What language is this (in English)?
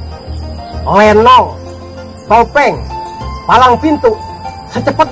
Betawi